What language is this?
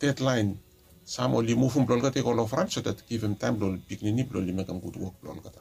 Bislama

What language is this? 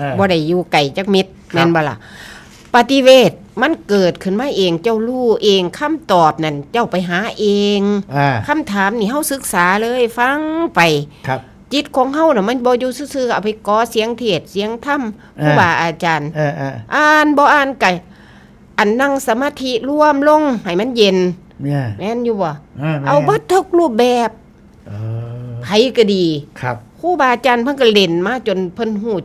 Northeastern Thai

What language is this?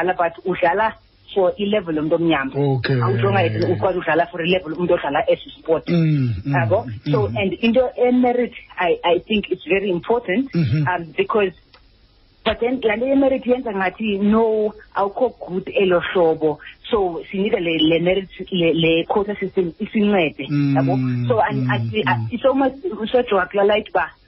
Xhosa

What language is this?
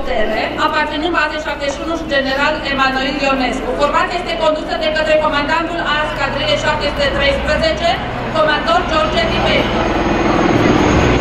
Romanian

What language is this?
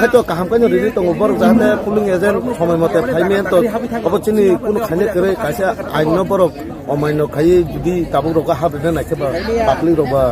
Kok Borok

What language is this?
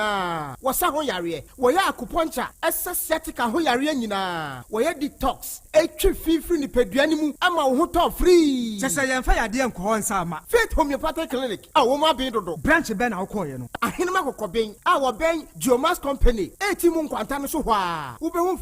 Akan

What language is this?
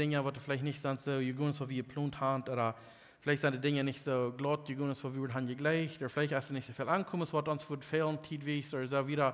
Plautdietsch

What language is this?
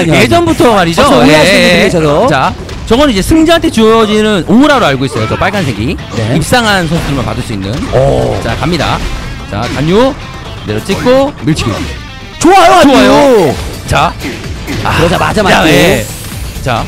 Korean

